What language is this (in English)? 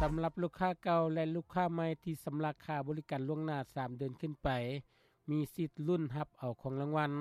Lao